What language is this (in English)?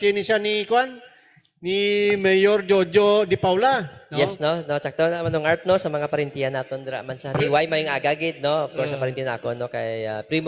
Hiligaynon